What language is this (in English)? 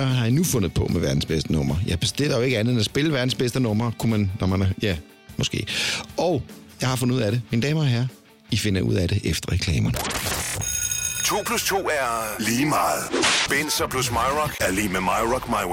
Danish